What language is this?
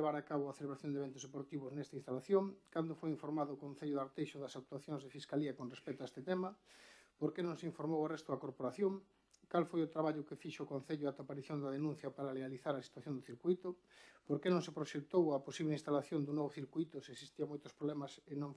Galician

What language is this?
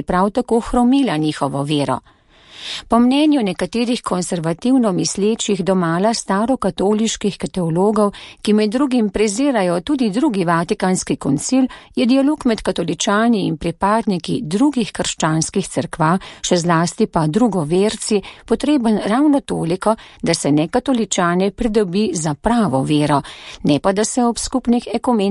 Slovenian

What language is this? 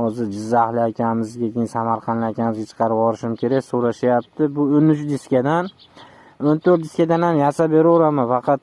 Uzbek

